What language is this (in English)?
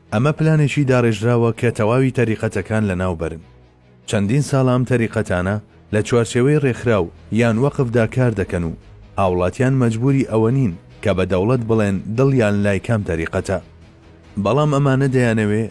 Central Kurdish